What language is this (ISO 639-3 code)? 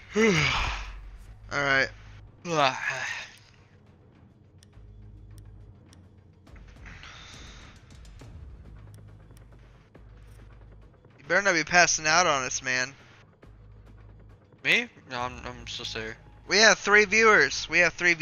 eng